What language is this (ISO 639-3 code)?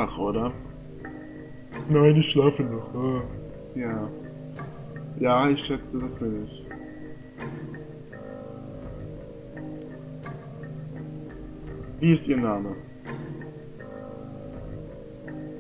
deu